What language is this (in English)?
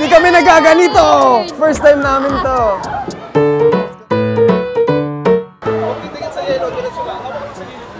Filipino